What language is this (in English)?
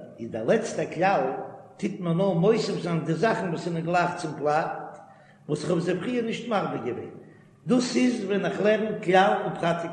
Yiddish